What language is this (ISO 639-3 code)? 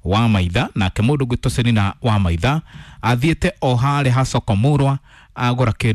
kik